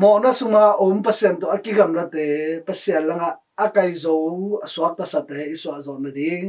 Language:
Tedim Chin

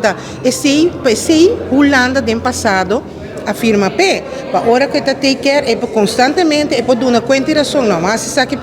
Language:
Papiamento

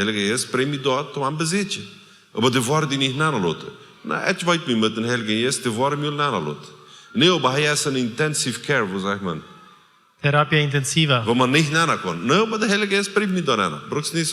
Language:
Plautdietsch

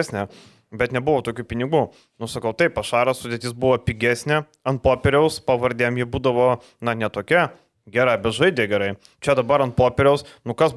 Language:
Lithuanian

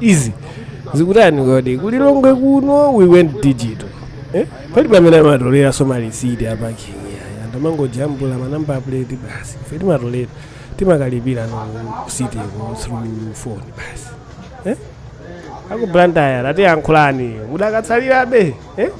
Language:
Nyanja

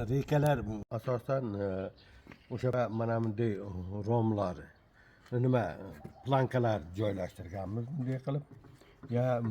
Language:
Uzbek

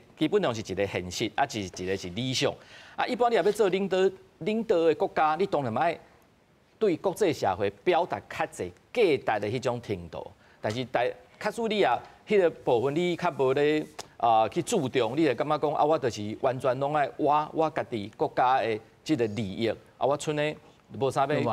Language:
Min Nan Chinese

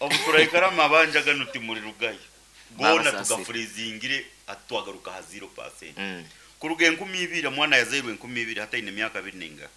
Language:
Nyankole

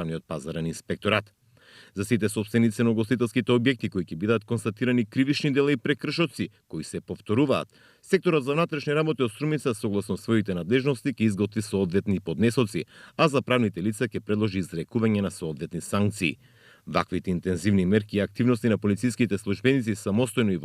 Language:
Macedonian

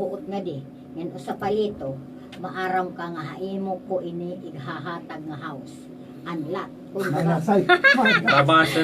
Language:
Waray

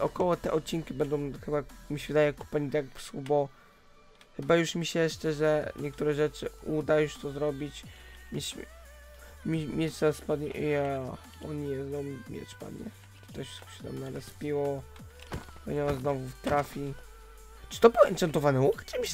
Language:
Polish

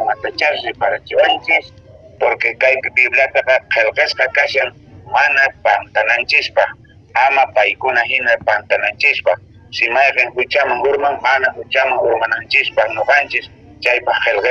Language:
Quechua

